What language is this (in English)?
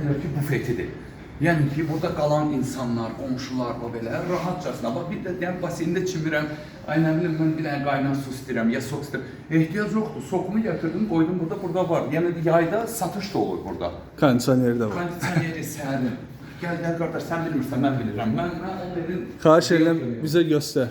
Azerbaijani